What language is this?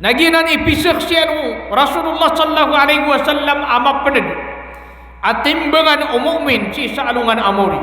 Maranao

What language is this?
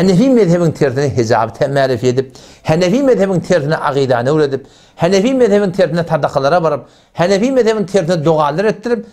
Turkmen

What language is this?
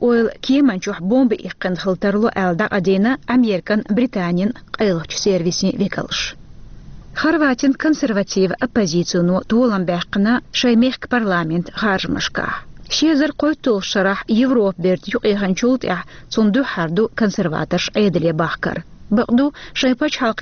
Chechen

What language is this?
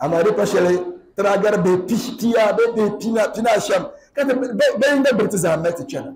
Dagbani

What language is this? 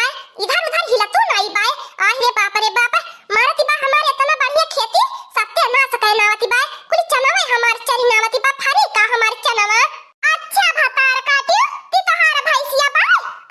Awadhi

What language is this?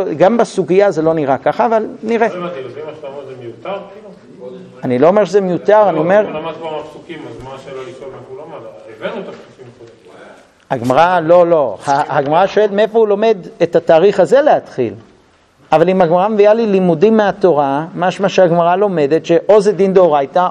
Hebrew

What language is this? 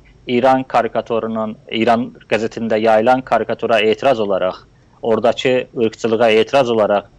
South Azerbaijani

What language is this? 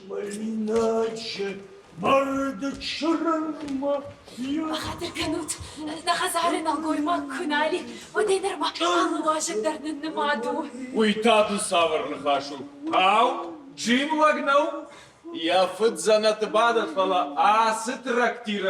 Ossetic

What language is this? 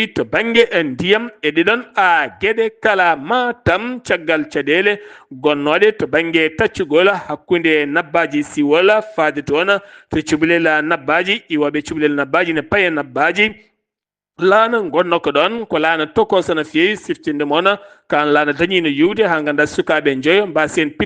Fula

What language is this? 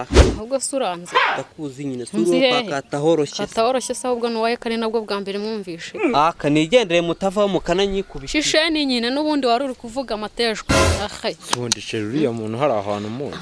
Kinyarwanda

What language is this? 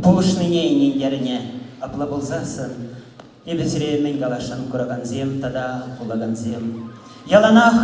Chuvash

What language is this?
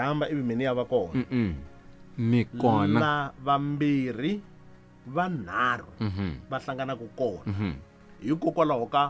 Tsonga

